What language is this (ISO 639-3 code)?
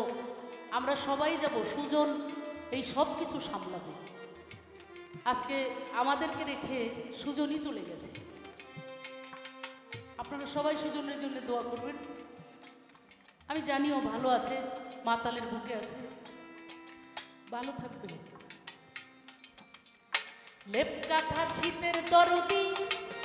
ben